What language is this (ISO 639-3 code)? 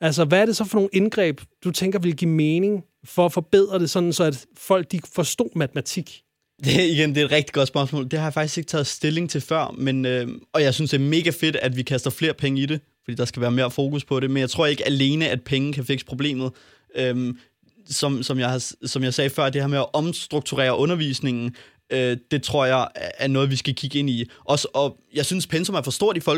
dan